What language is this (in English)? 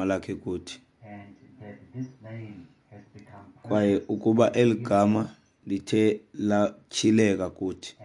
Xhosa